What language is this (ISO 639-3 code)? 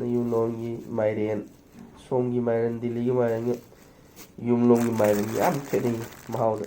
mni